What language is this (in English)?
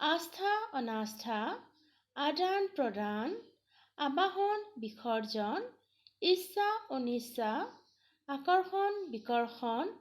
Assamese